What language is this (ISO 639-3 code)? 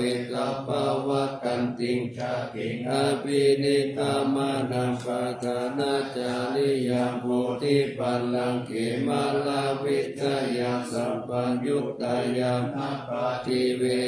pli